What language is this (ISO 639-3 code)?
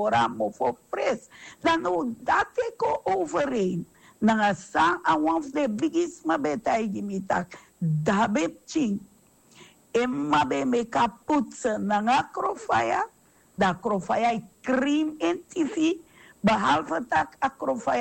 srn